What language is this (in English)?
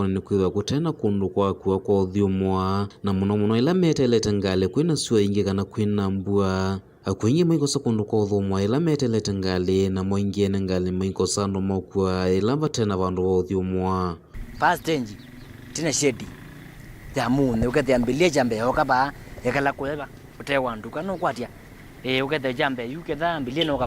Kamba